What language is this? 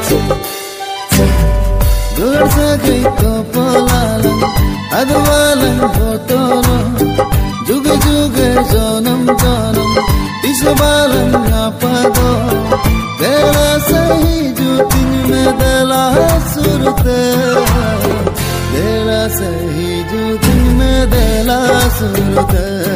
Santali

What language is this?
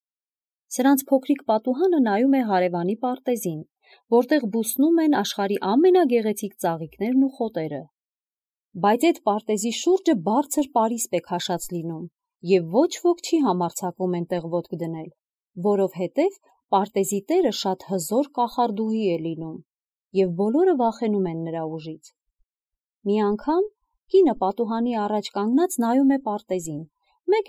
Armenian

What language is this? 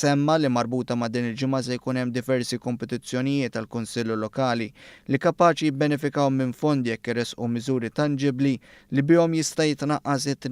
Maltese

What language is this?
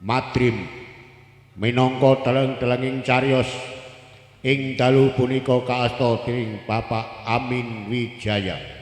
Javanese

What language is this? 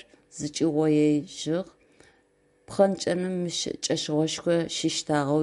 Adyghe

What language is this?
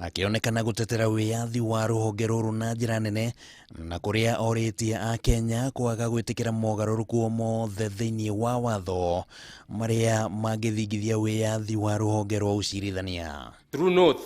Kikuyu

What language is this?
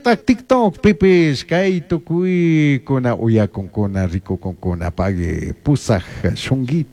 Chimborazo Highland Quichua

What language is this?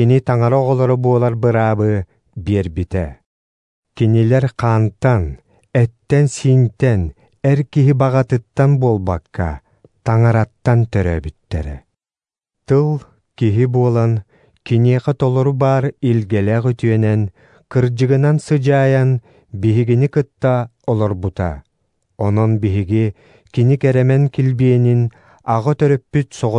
Yakut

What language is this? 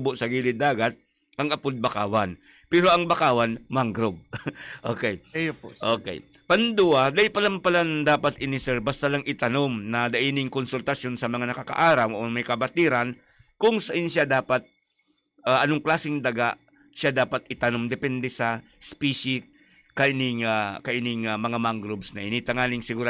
Bikol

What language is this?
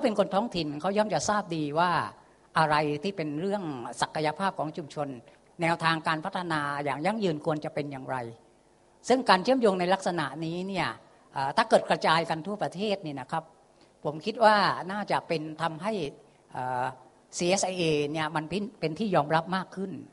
Thai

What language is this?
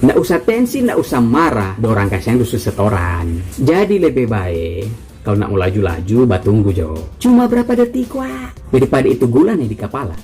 Manado Malay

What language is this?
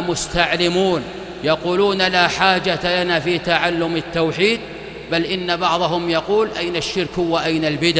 Arabic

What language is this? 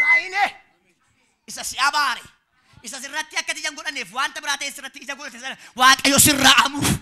Oromo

